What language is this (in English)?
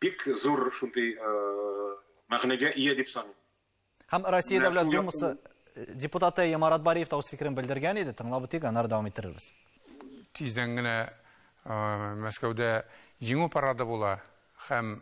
Tatar